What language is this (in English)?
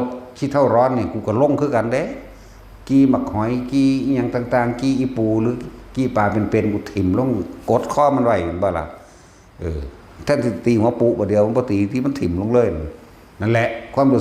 Northeastern Thai